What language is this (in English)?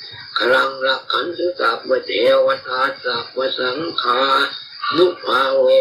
Pali